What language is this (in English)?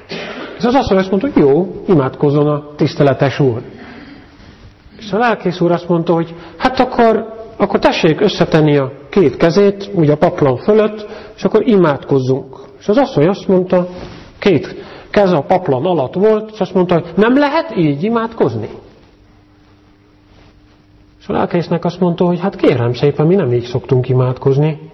Hungarian